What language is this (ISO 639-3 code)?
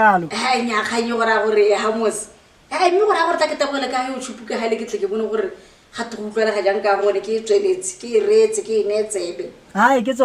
tsn